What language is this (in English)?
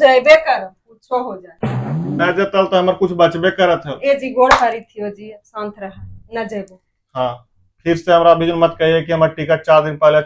Magahi